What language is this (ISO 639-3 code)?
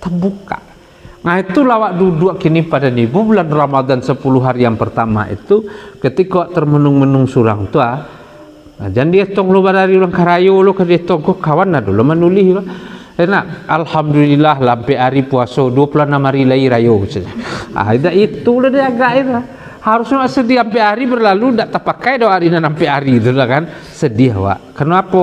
min